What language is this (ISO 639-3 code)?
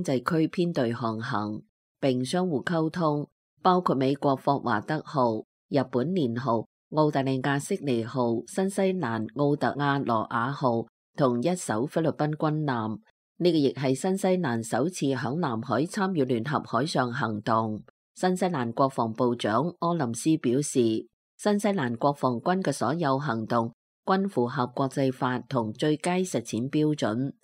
yue